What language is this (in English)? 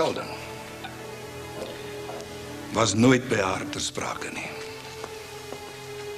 Afrikaans